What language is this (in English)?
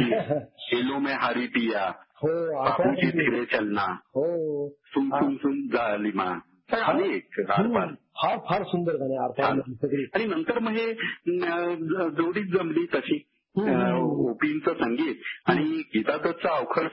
Marathi